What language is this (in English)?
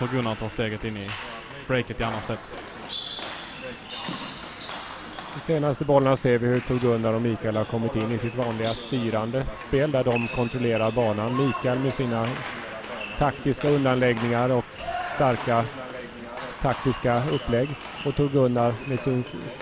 Swedish